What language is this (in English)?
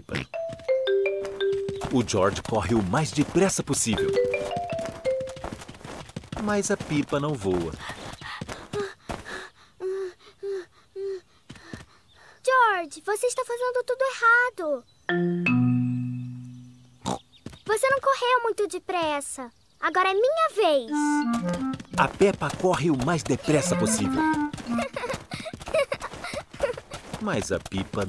Portuguese